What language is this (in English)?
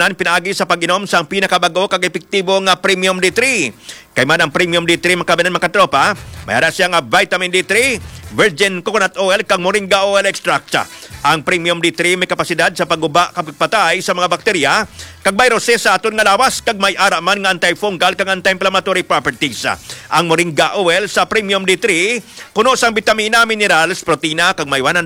Hiligaynon